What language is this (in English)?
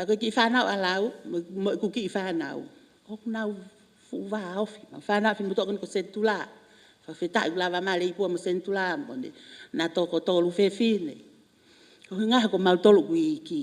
Tongan